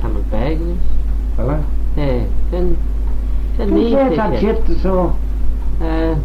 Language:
Manx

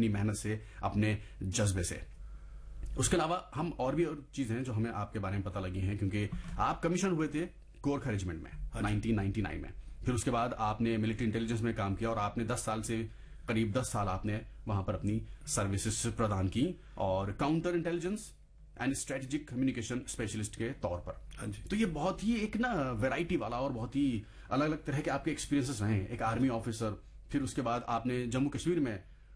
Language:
Hindi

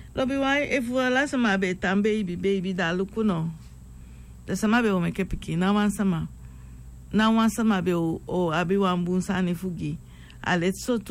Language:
Sranan Tongo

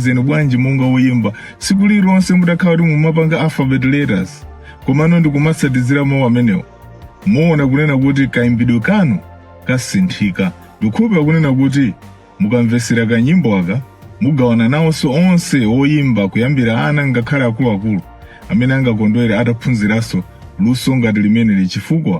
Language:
Nyanja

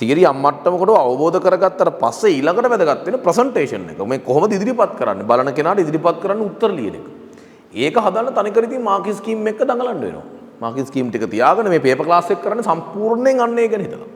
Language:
Sinhala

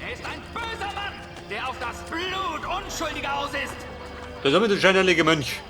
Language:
Bavarian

